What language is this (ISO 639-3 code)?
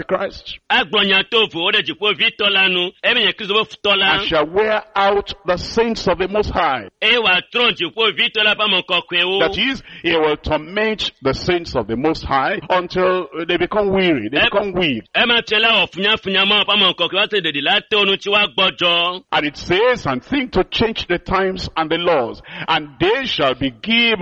ewe